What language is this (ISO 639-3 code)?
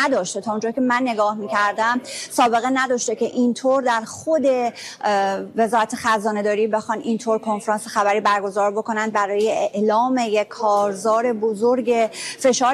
fas